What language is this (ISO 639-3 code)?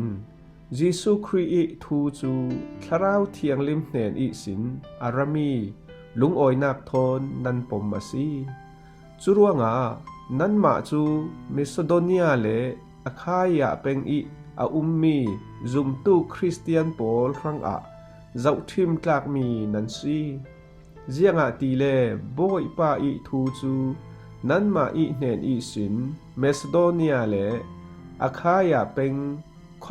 cfm